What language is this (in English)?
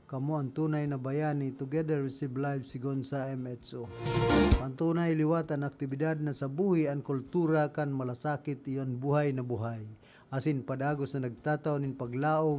Bikol